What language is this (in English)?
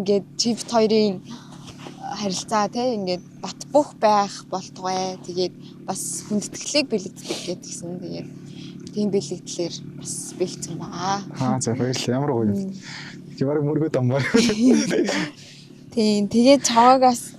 Mongolian